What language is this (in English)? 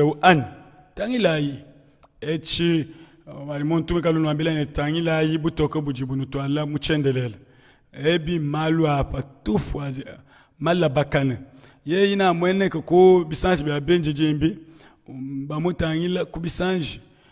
Luba-Lulua